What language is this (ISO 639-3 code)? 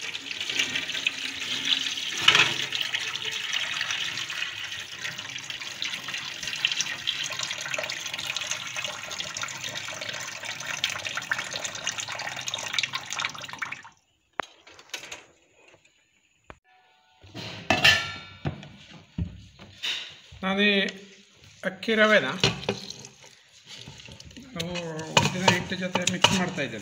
kan